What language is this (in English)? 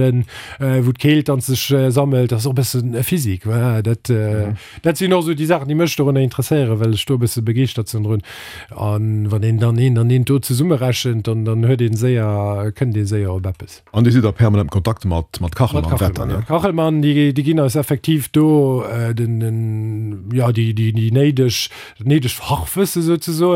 Luxembourgish